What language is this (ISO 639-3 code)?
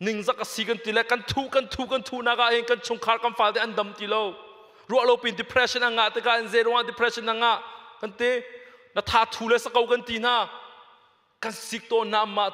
cnh